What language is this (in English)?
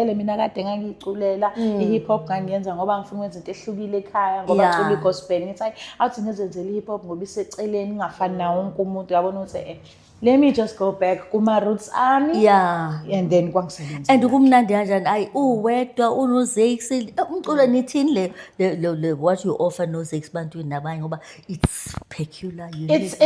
Zulu